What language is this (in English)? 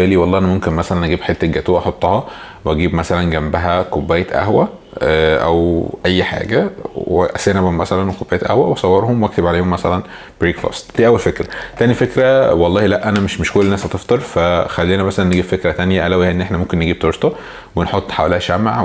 Egyptian Arabic